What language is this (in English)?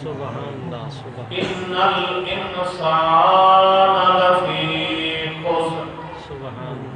Saraiki